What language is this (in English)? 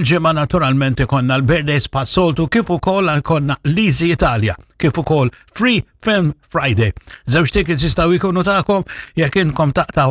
Maltese